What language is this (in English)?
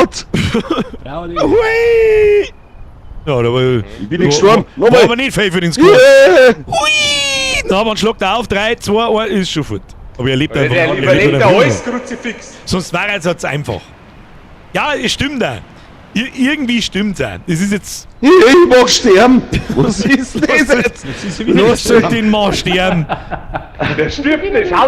Bavarian